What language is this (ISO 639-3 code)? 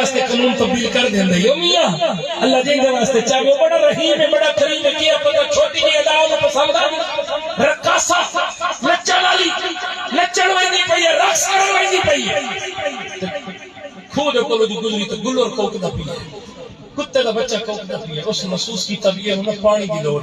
skr